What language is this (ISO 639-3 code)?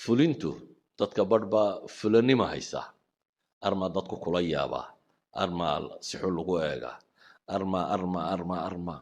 som